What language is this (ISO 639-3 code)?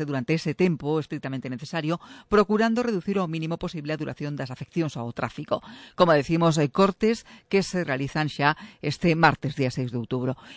glg